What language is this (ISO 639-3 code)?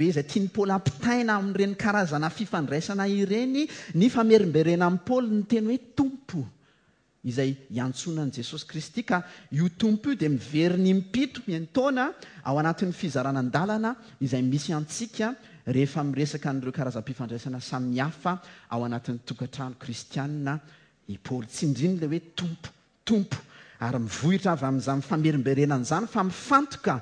mlg